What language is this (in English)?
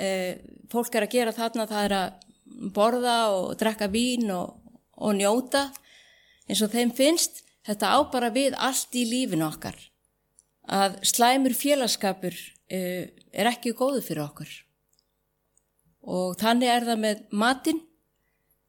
Icelandic